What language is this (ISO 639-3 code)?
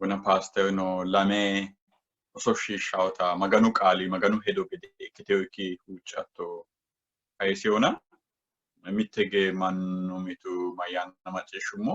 sid